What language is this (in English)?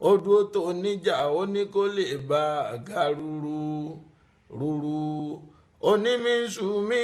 Yoruba